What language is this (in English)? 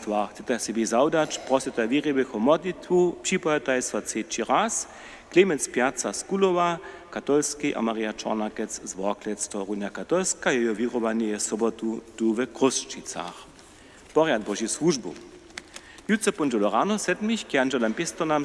Upper Sorbian